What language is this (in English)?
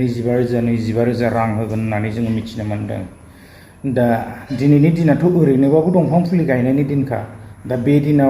Bodo